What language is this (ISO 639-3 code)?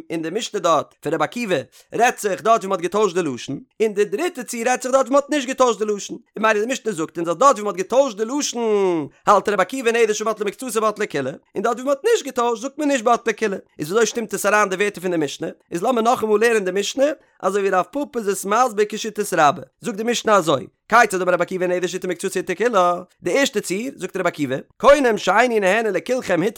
yid